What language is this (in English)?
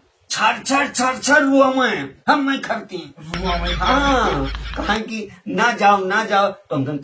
Awadhi